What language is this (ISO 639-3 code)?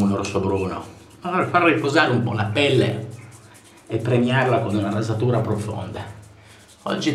ita